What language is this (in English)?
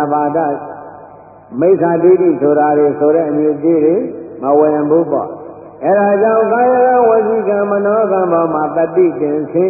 Burmese